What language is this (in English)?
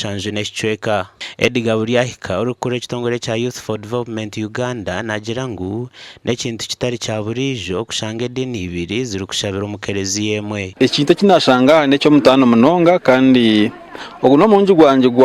Nyankole